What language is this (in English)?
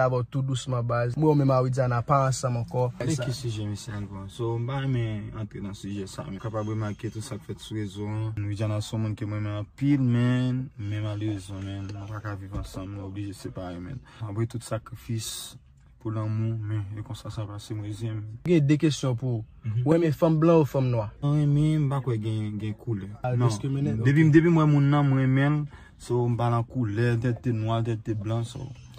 Haitian Creole